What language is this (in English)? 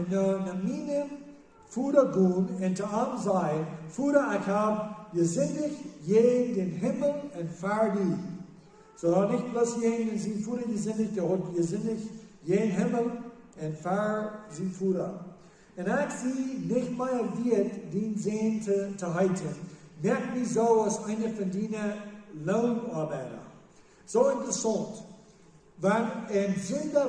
Plautdietsch